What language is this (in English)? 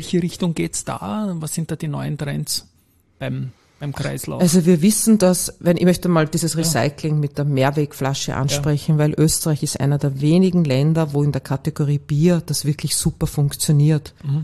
German